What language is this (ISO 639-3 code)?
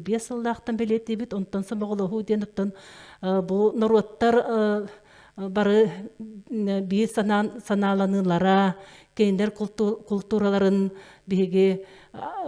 sah